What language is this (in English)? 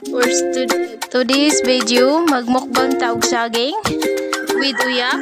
Cebuano